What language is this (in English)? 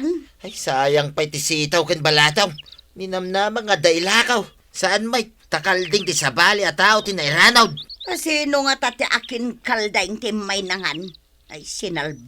Iloko